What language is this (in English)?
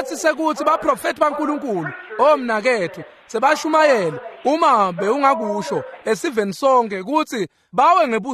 Swati